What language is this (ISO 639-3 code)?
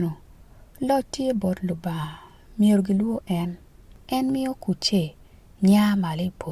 ach